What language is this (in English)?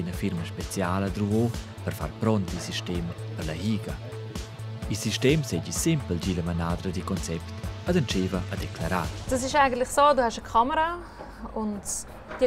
Romansh